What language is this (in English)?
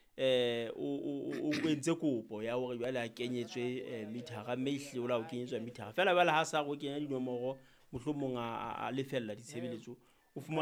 Southern Sotho